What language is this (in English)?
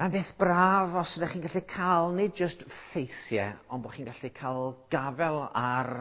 Welsh